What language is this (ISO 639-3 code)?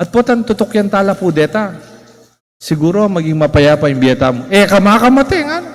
pam